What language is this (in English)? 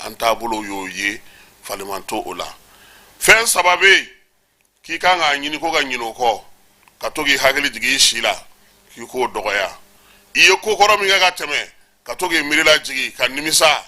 Bambara